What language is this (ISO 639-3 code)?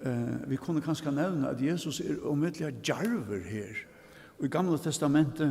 fao